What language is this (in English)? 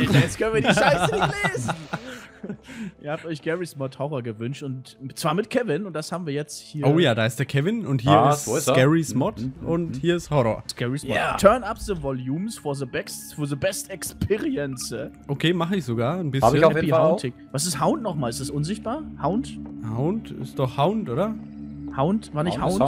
German